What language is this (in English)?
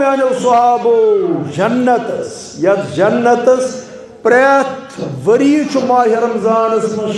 Kashmiri